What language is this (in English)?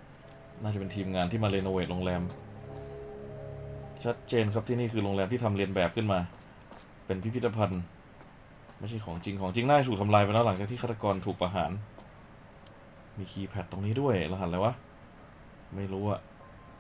Thai